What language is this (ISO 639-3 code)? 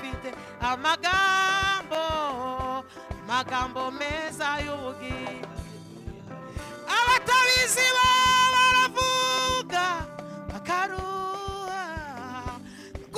kin